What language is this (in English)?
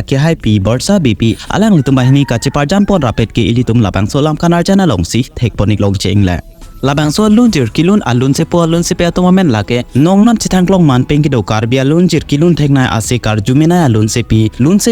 Karbi